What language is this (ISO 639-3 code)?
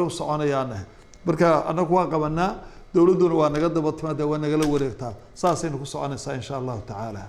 som